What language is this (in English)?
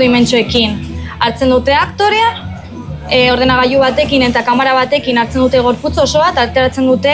Basque